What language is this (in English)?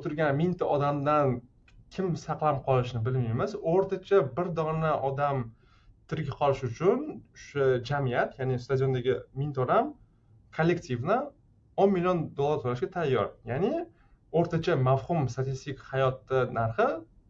Uzbek